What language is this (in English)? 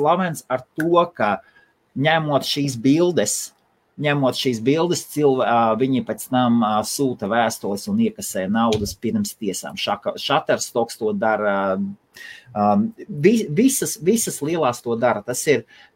Latvian